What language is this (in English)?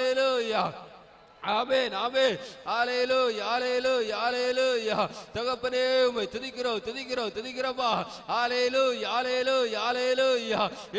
Tamil